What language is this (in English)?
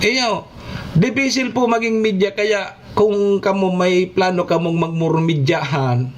Bikol